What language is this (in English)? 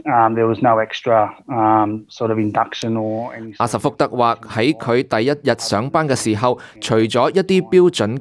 Cantonese